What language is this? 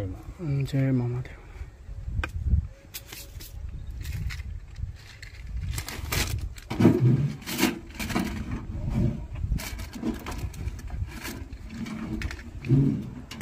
Gujarati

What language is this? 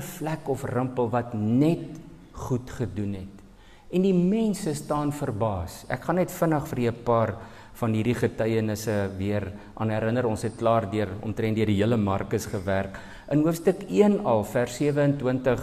Afrikaans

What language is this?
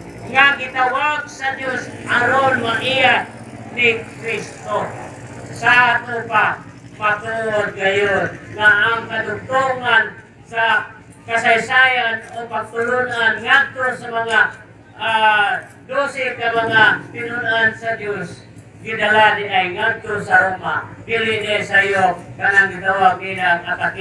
Cebuano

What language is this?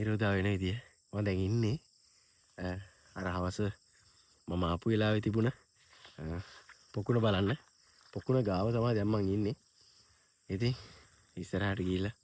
Sinhala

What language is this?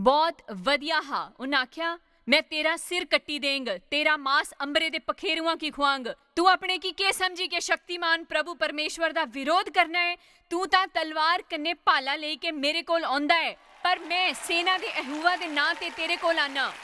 Dogri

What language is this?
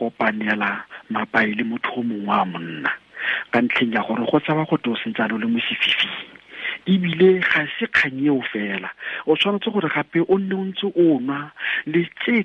Tswana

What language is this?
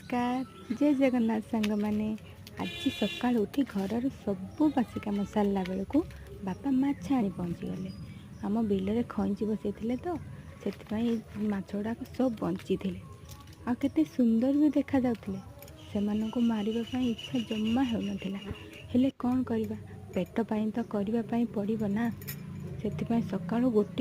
Odia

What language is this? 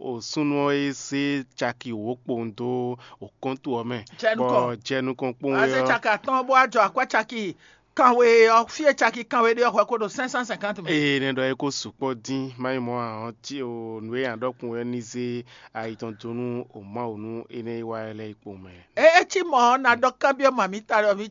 Fon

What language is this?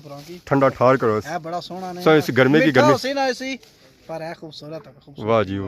Pahari-Potwari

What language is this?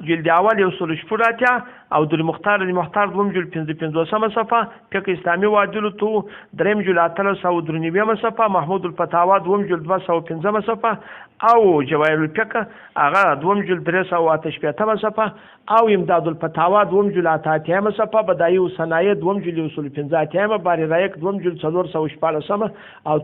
Pashto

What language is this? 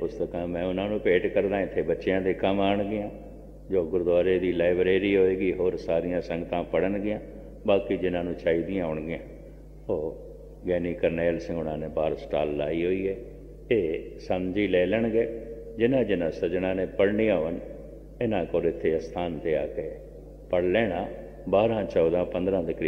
Punjabi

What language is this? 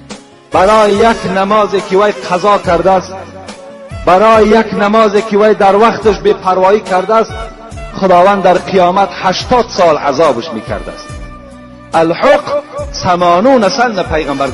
Tajik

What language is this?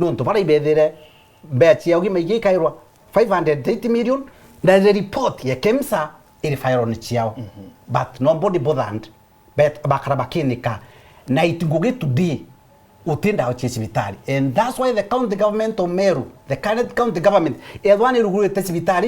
Meru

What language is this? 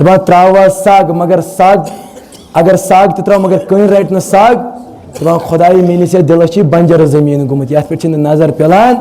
Kashmiri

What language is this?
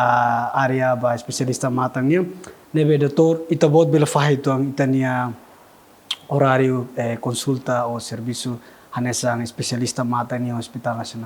Tetum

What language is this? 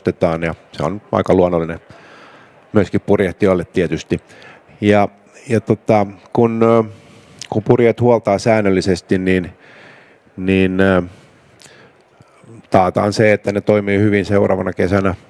Finnish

